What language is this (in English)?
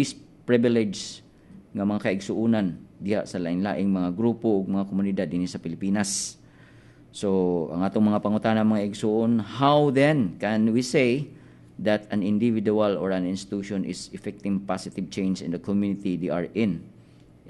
Cebuano